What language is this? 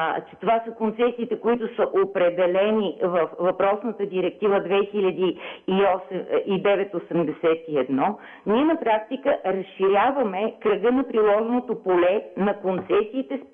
Bulgarian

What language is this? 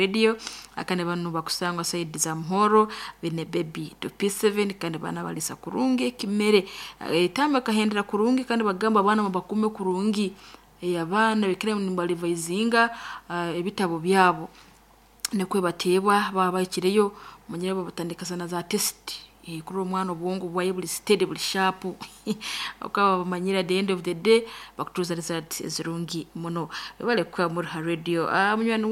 Nyankole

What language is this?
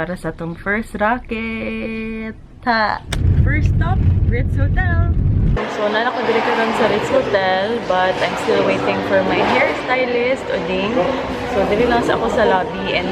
Cebuano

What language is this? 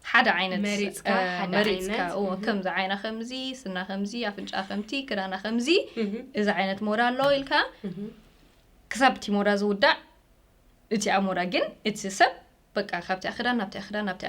Tigrinya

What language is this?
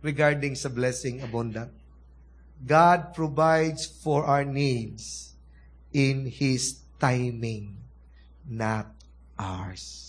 Cebuano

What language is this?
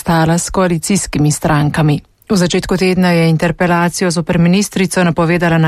Slovenian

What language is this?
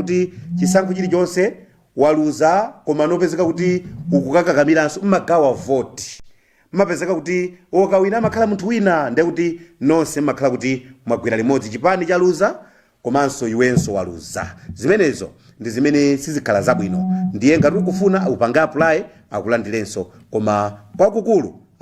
Nyanja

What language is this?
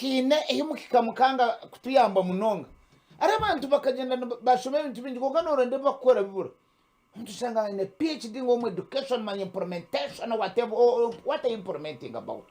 Nyankole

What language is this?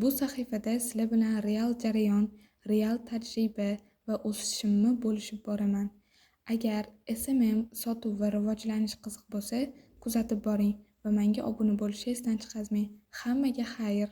Uzbek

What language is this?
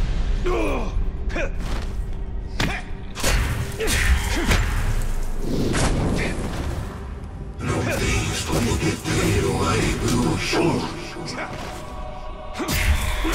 Portuguese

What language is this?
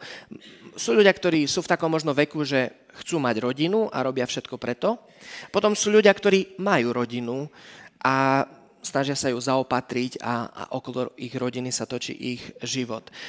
Slovak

